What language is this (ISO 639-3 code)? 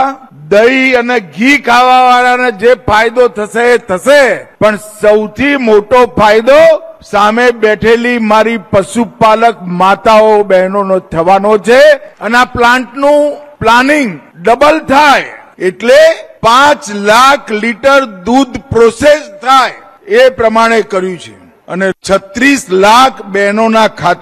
guj